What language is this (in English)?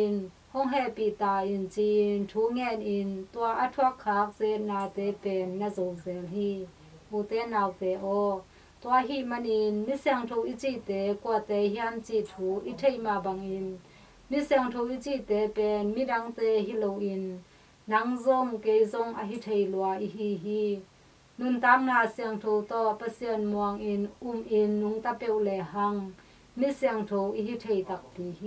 Tedim Chin